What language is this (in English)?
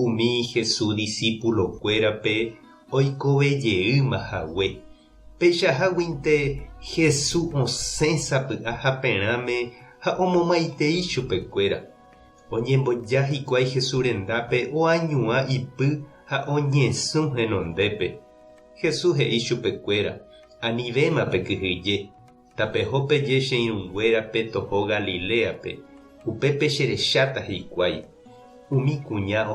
Guarani